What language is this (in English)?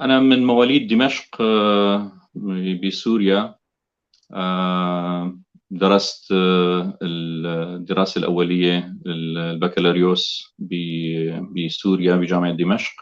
North Levantine Arabic